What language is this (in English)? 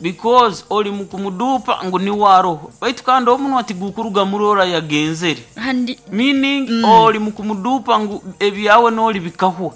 Nyoro